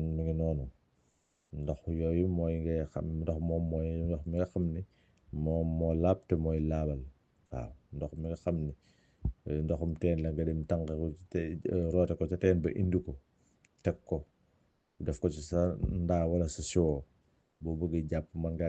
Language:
Wolof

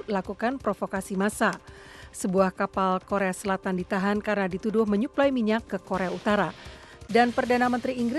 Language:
Indonesian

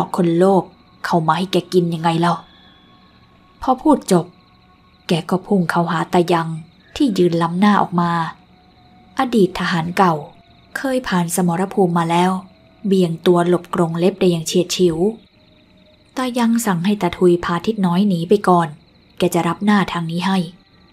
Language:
Thai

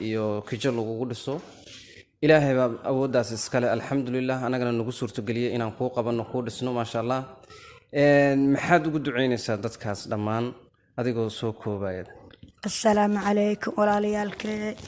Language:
Somali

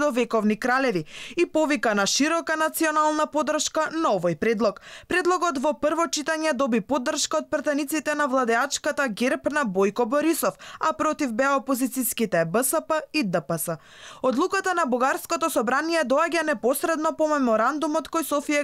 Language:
Macedonian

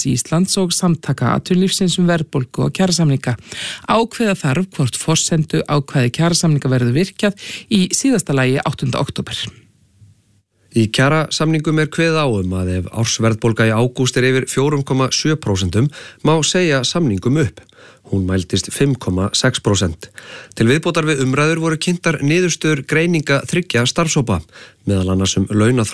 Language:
Icelandic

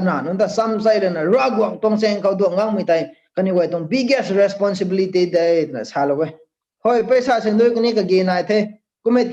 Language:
Rongmei Naga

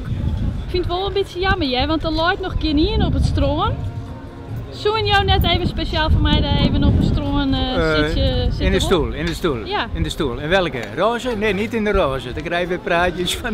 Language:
Western Frisian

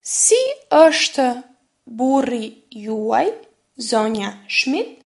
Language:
Albanian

